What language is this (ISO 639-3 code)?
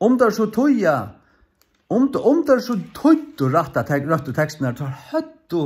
fao